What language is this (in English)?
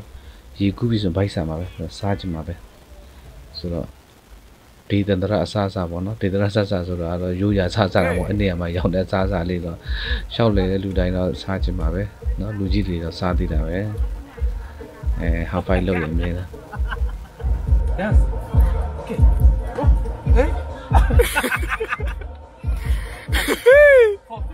Burmese